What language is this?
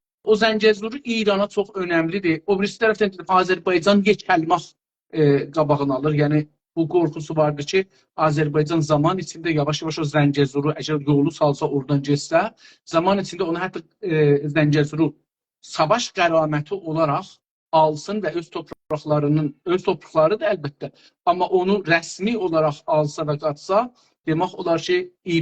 South Azerbaijani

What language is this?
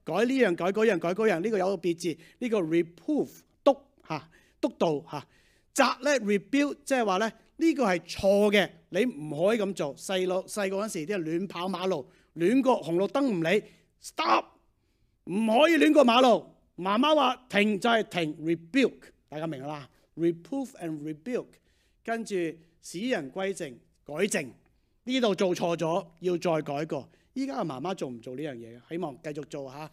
Cantonese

